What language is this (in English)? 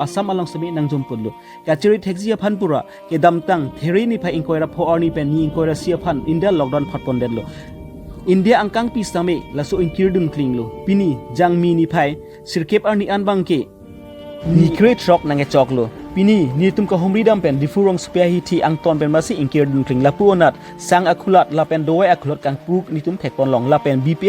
Karbi